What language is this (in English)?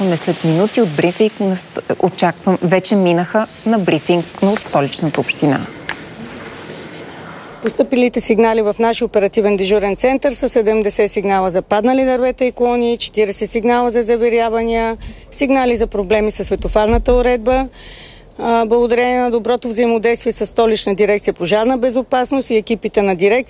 Bulgarian